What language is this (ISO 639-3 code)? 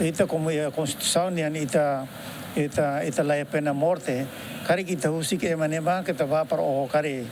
tet